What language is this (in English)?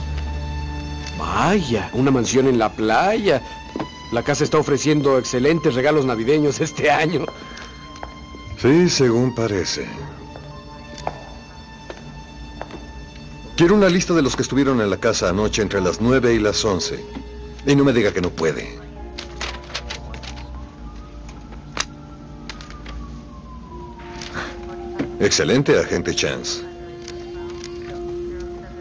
Spanish